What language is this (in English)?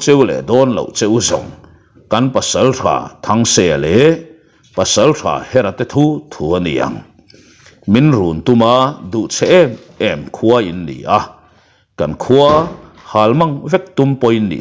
Mizo